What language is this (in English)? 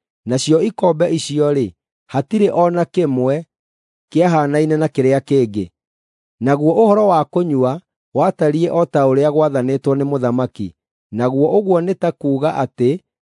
Kikuyu